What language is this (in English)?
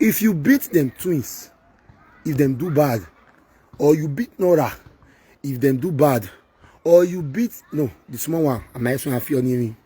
Nigerian Pidgin